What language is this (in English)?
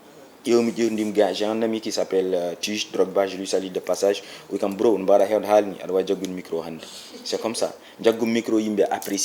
Fula